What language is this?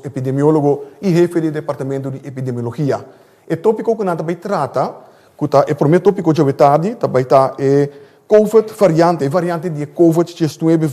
Papiamento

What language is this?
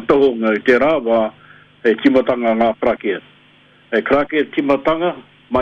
Māori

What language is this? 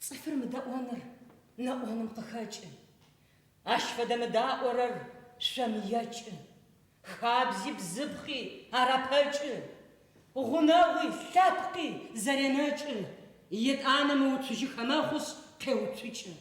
Adyghe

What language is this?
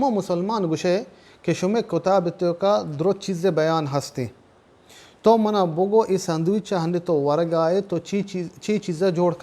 Baluchi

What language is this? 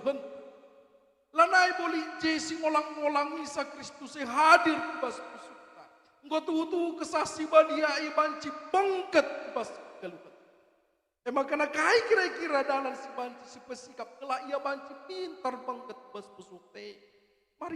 Batak Karo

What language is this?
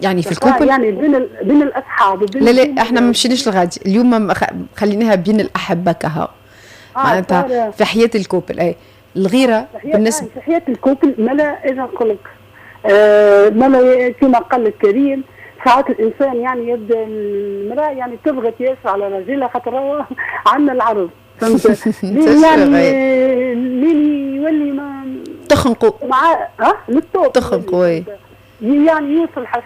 Tunisian Arabic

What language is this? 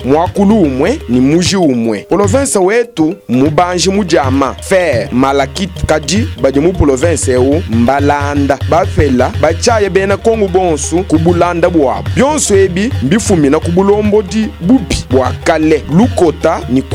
Luba-Lulua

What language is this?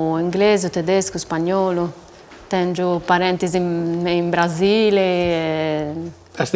Sardinian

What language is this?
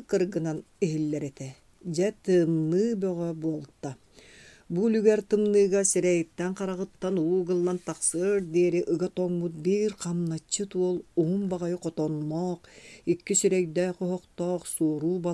Yakut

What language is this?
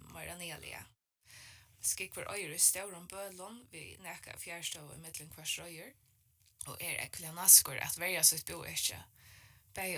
Faroese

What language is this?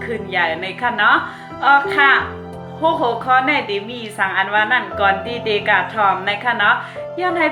Shan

